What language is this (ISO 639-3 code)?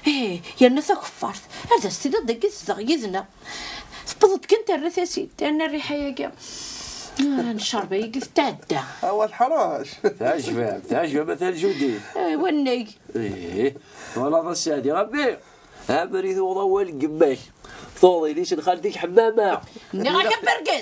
kab